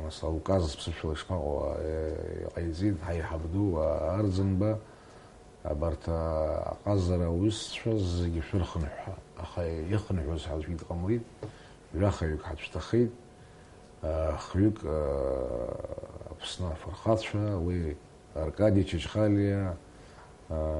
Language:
Abkhazian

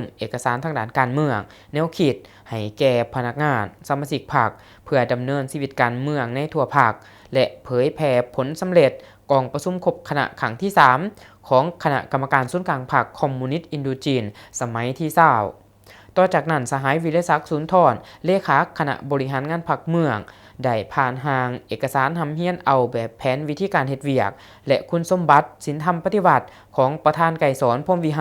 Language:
Lao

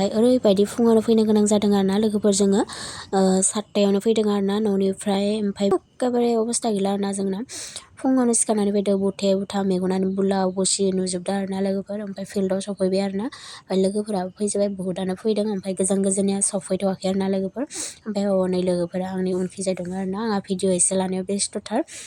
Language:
Bodo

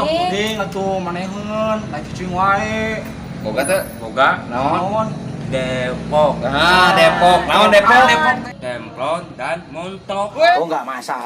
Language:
Sundanese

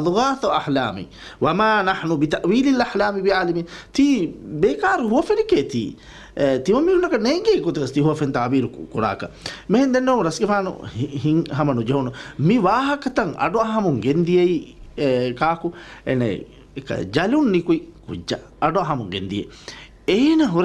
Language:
Divehi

